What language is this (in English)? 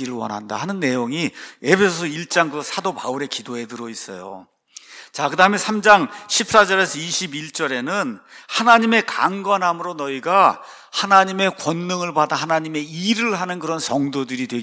Korean